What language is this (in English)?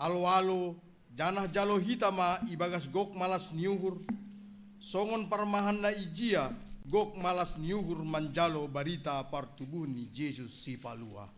Batak Simalungun